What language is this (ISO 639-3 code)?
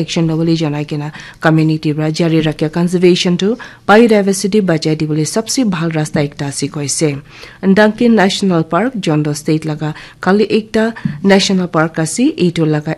nag